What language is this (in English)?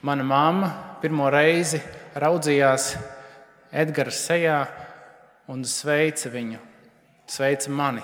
Latvian